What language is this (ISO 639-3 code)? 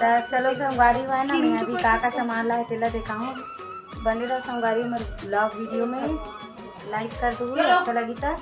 hne